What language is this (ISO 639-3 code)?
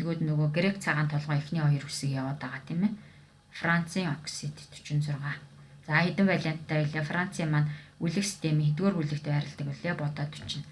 mon